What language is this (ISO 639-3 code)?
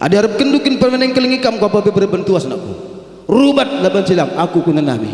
btx